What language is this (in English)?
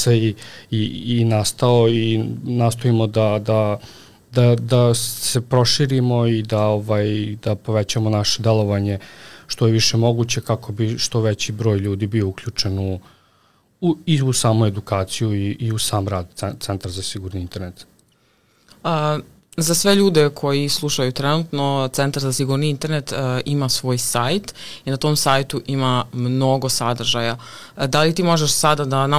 Serbian